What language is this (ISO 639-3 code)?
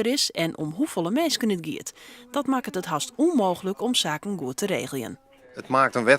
fry